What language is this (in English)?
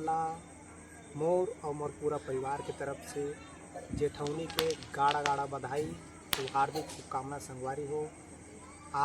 Chhattisgarhi